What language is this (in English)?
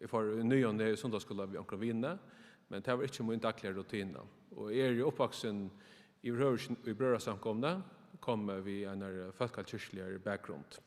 Faroese